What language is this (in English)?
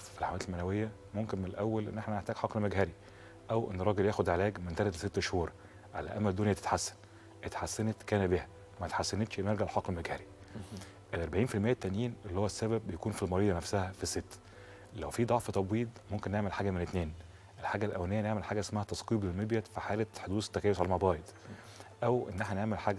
Egyptian Arabic